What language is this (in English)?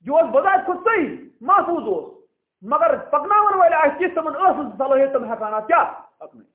Kashmiri